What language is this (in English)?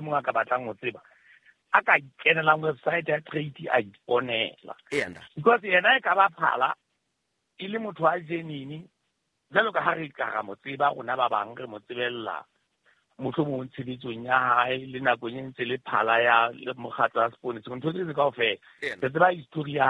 Southern Sotho